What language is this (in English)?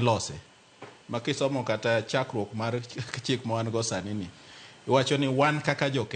Luo (Kenya and Tanzania)